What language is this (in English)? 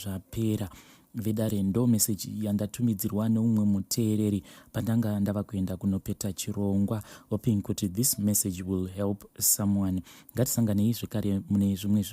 Shona